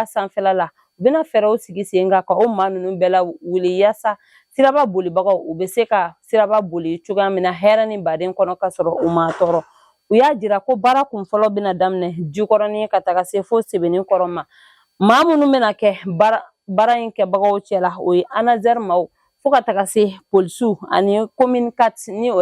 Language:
Bambara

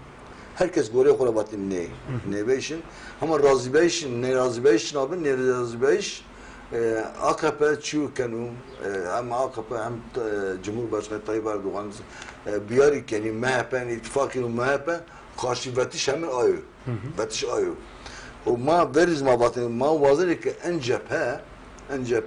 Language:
Zaza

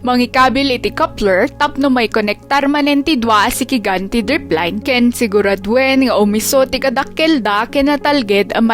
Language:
Iloko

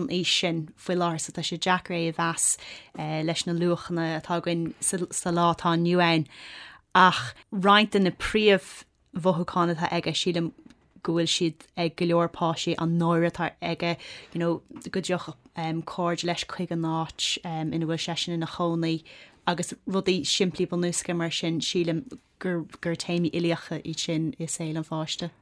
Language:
Irish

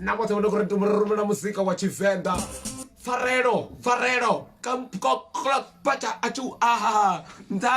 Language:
Venda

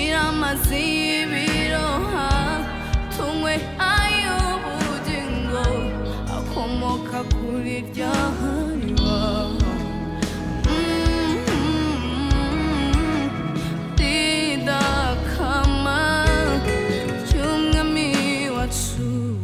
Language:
Kinyarwanda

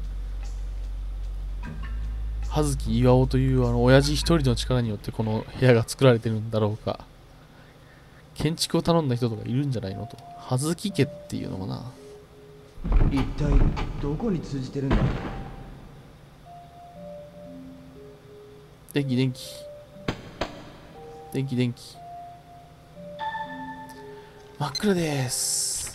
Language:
Japanese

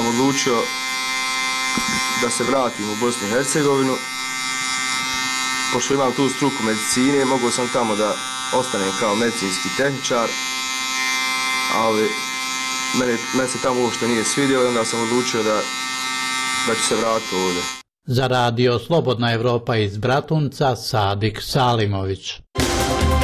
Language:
Bosnian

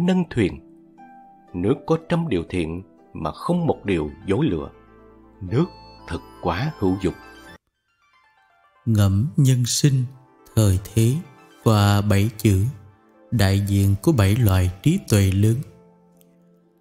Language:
Vietnamese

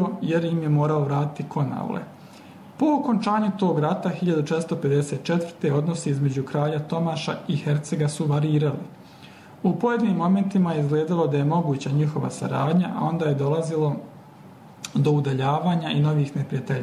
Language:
Bosnian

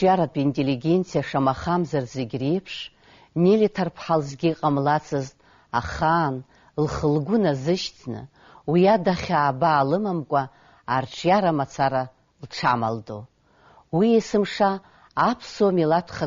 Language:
Abkhazian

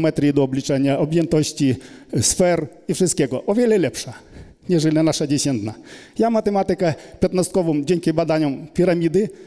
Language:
Polish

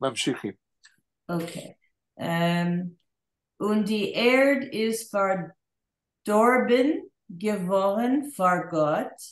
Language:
Yiddish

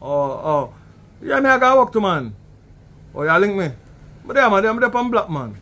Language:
Jamaican Creole English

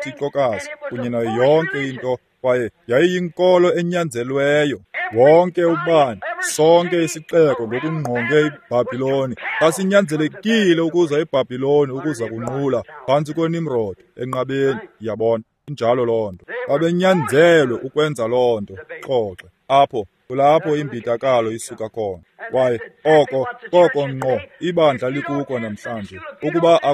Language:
Xhosa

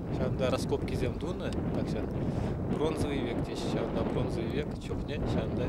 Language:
Chuvash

